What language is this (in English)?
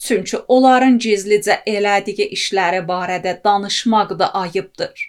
Azerbaijani